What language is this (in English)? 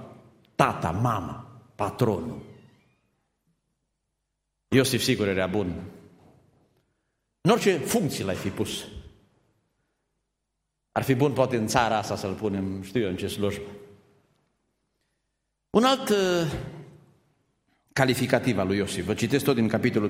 Romanian